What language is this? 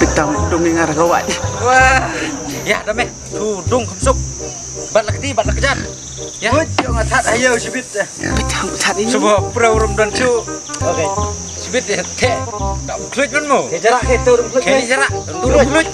Khasi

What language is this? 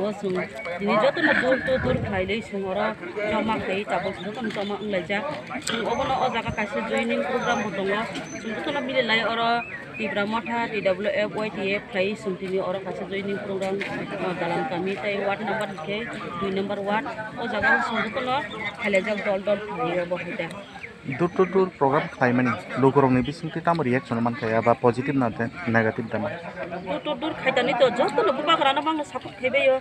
Kok Borok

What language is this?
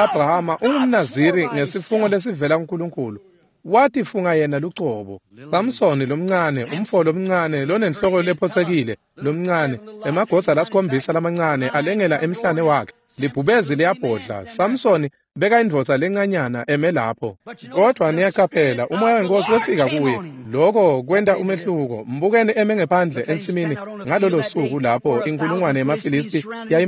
Swati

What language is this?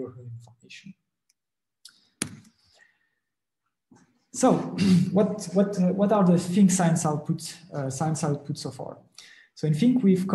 English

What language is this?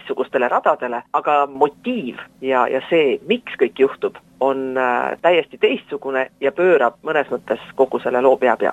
Estonian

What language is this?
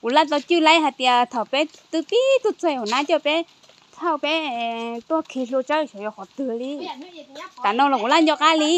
Hmong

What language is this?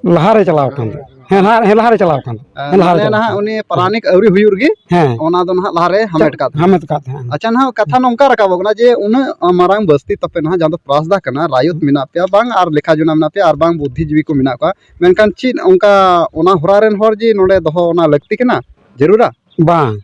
Santali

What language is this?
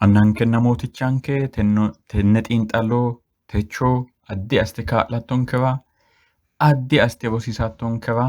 Sidamo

